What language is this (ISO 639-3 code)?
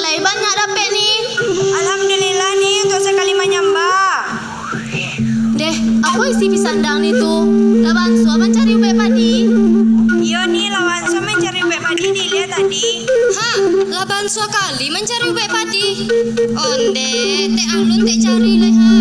min